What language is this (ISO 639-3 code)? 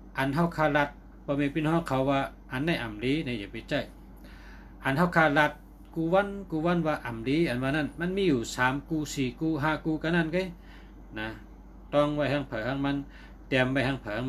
shn